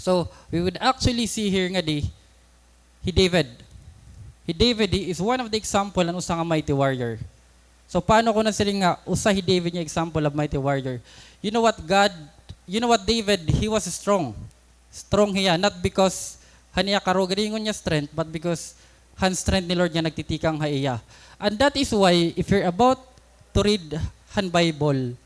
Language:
Waray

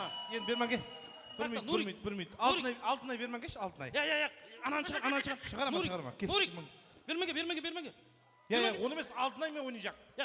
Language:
Kara-Kalpak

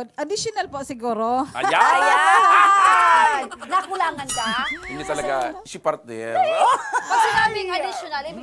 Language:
Bikol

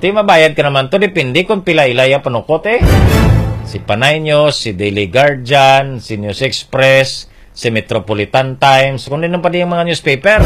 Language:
Hiligaynon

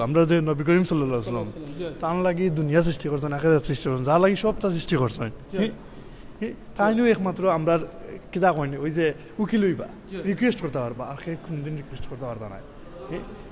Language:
Sylheti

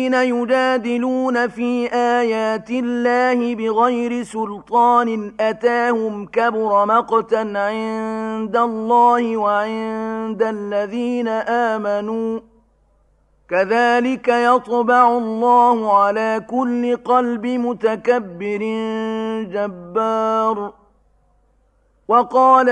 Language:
Arabic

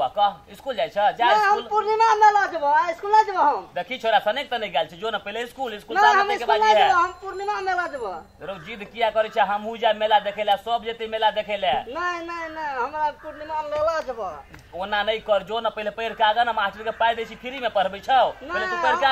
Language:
Maithili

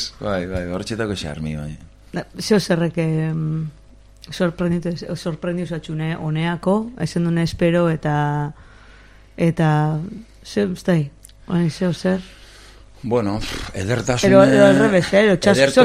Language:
Basque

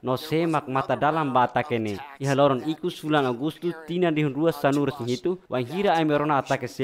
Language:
Tetum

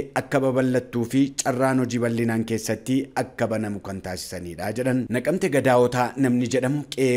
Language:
Oromo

